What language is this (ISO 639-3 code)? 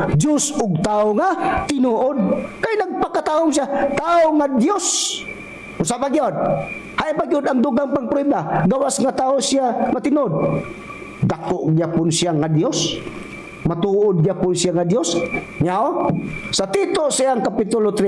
ceb